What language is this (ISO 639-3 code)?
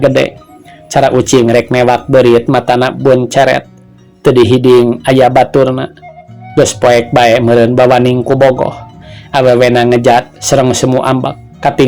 sun